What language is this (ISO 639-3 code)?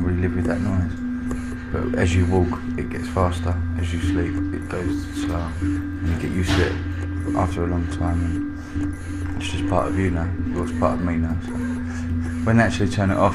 eng